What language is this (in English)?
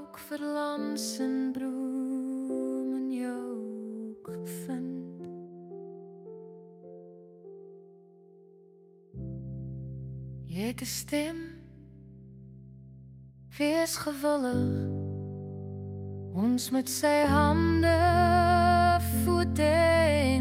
Afrikaans